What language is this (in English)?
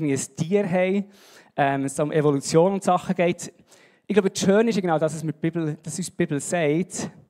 Swiss German